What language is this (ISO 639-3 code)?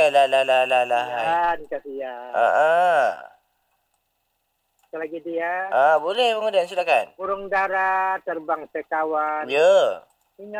msa